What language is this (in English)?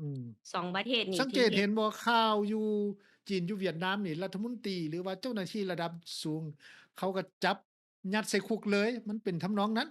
Lao